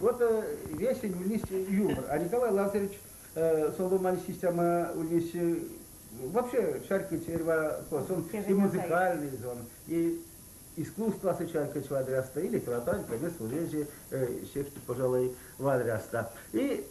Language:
Erzya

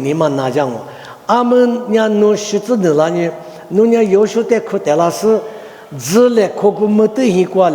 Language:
Lisu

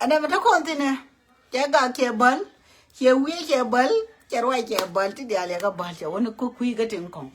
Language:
Nuer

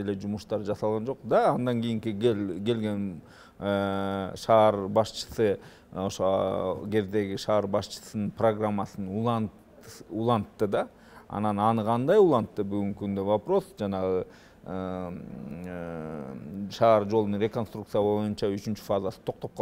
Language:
Kyrgyz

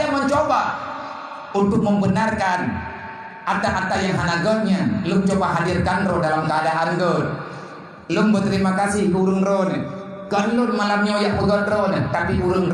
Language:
Achinese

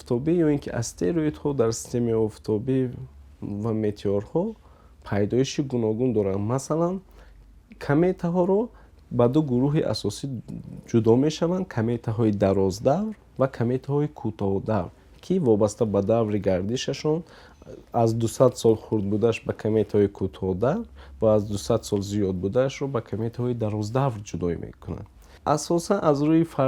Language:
Tajik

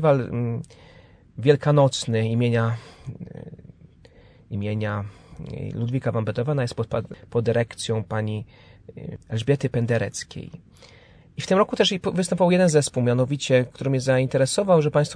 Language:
Polish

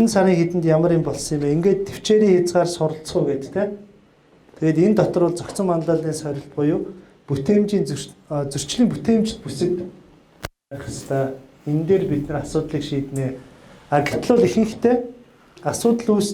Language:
Mongolian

